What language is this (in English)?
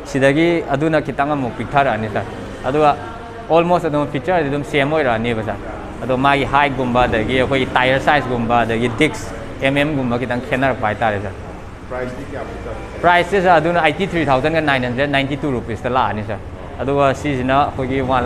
Manipuri